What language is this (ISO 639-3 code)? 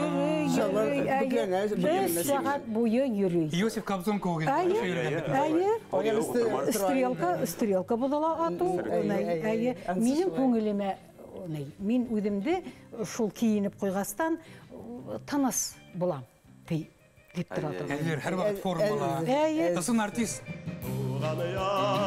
bak